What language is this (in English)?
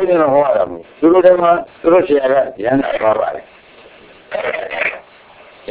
Burmese